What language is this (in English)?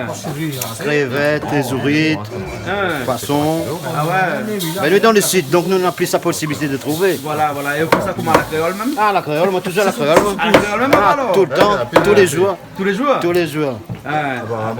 Réunion Creole French